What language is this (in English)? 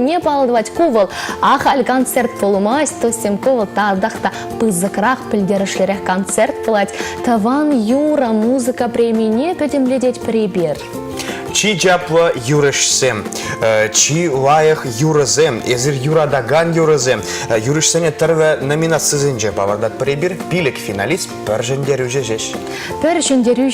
Chuvash